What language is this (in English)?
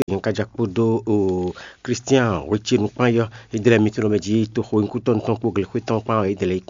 Fon